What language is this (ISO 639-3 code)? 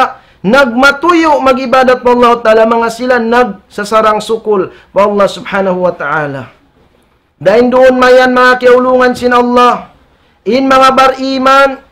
tsg